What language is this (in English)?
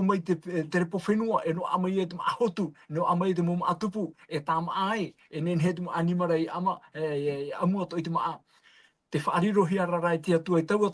Tahitian